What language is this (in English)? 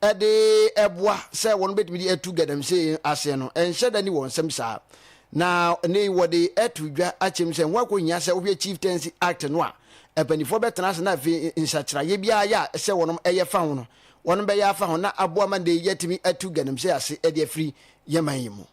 Akan